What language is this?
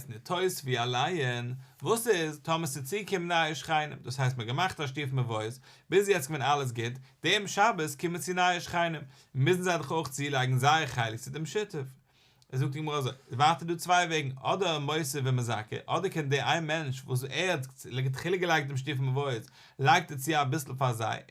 Yiddish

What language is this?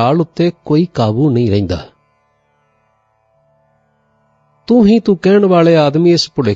Punjabi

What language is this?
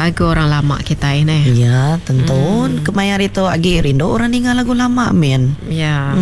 Iban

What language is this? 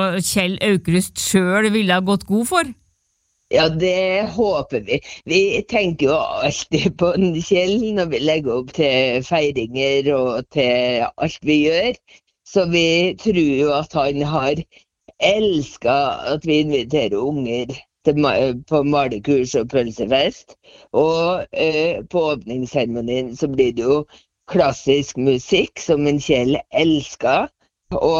Norwegian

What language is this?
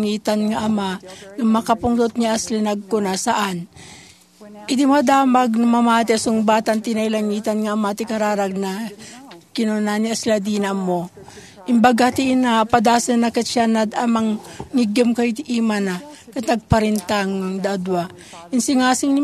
Iloko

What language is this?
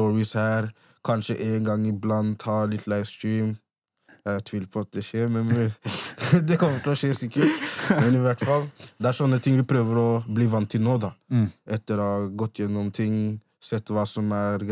Norwegian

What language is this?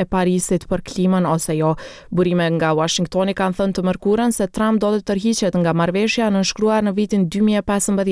Albanian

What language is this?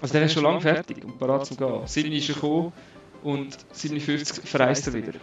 Swiss German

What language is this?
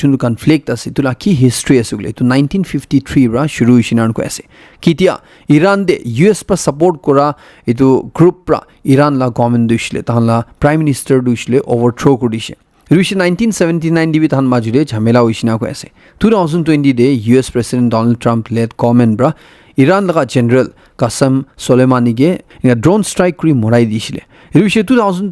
Naga Pidgin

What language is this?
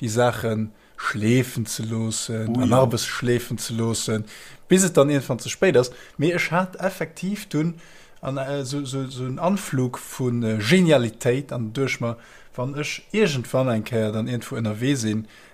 Luxembourgish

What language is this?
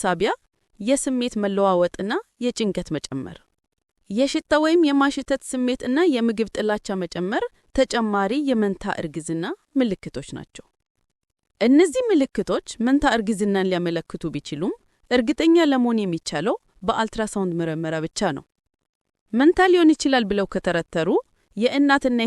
Amharic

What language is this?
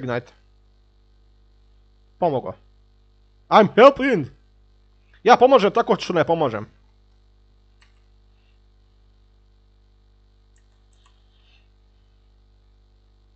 Croatian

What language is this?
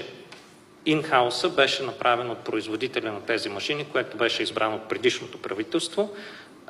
Bulgarian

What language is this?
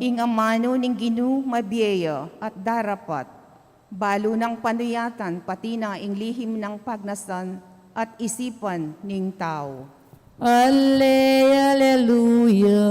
Pampanga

